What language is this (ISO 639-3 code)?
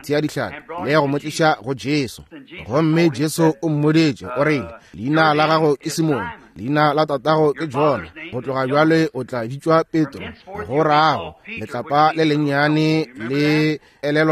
nso